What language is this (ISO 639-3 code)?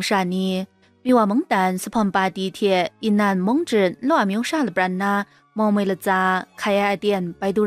kac